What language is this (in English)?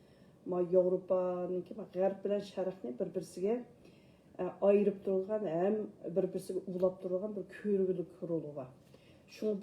Uyghur